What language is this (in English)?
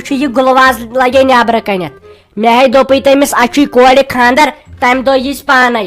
Kashmiri